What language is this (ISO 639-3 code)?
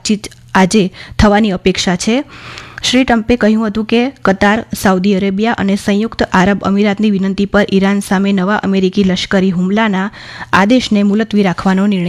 guj